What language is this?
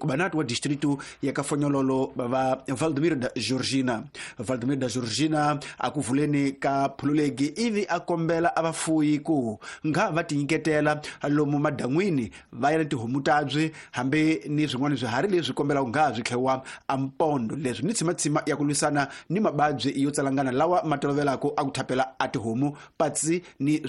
Tsonga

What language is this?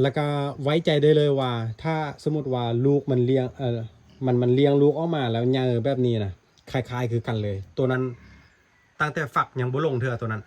Lao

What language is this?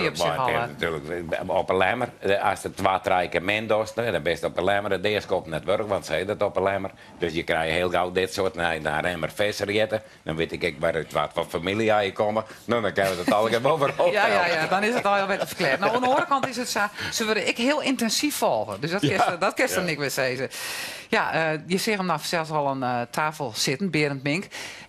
Western Frisian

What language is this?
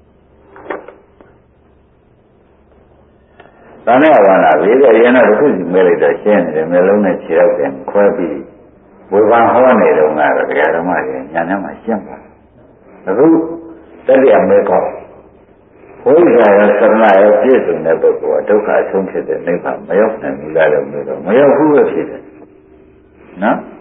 Burmese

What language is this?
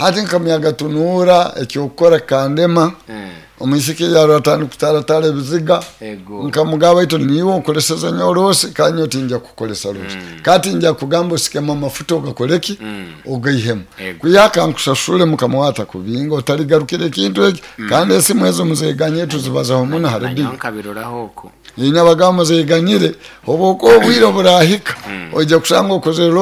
Nyoro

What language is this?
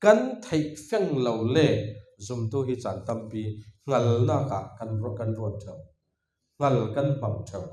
Falam Chin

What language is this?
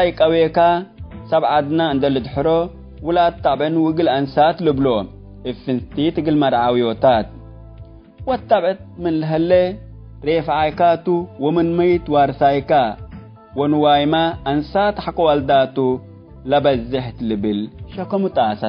Tigre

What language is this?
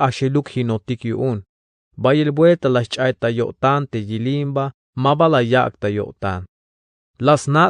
Tzeltal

